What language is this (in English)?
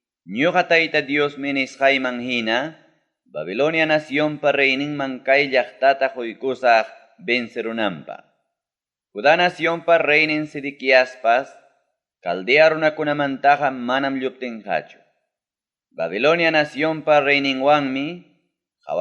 Ayacucho Quechua